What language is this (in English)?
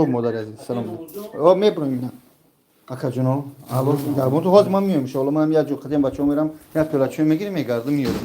Tajik